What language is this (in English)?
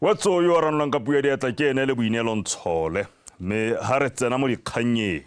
Tswana